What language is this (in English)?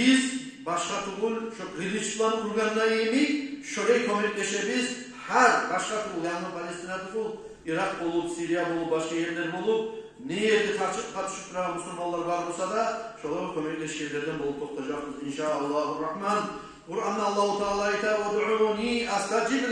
Kumyk